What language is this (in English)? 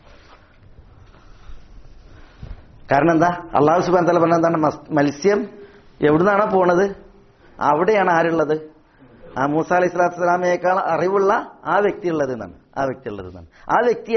Malayalam